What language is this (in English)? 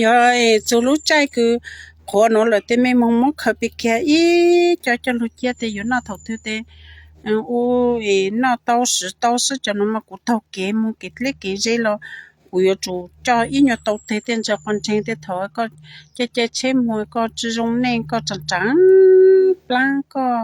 Hmong